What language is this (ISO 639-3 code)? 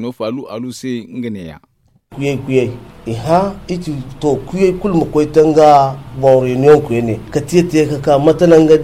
dje